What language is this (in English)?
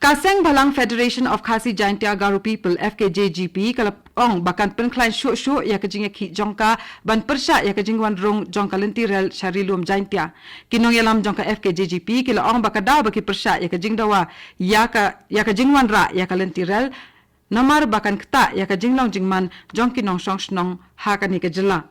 Khasi